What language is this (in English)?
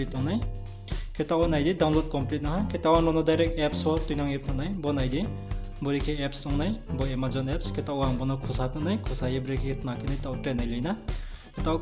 Riang (India)